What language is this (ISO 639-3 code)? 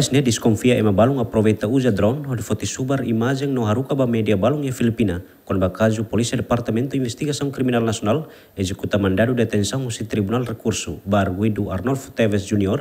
tet